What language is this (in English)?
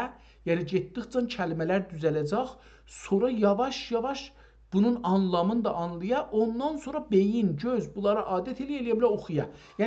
South Azerbaijani